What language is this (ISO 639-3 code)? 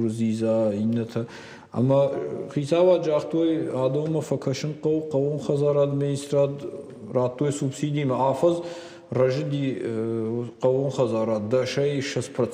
oss